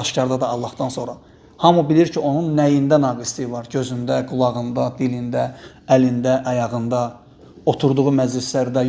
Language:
Azerbaijani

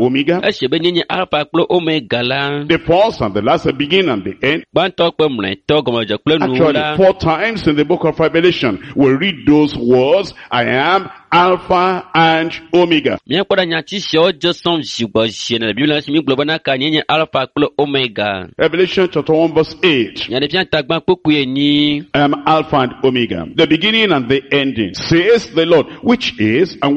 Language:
Ewe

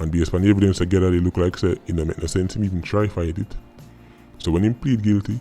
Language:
Jamaican Creole English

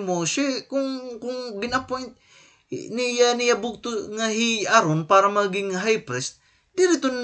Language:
Waray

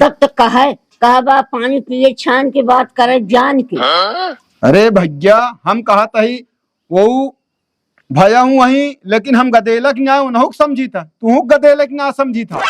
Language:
Awadhi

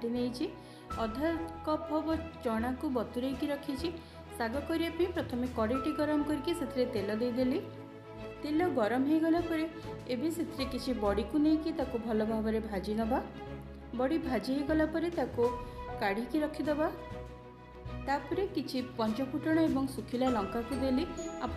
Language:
Odia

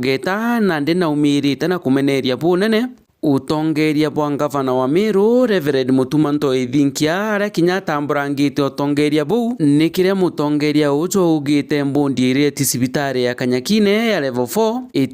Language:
Meru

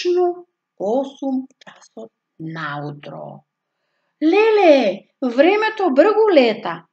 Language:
Macedonian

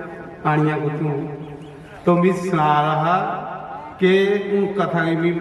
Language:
Dogri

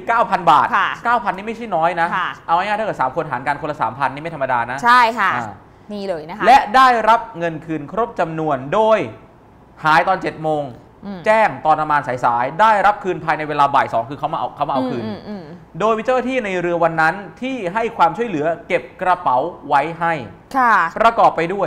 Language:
Thai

